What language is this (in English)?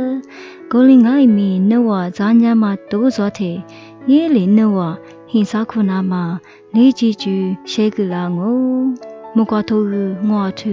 Lisu